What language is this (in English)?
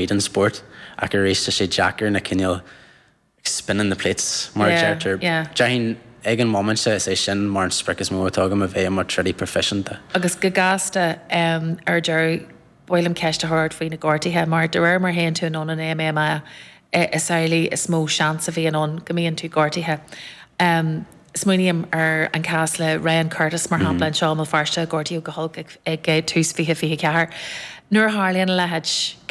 Irish